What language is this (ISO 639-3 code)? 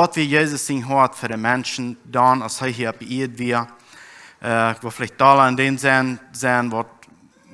pdt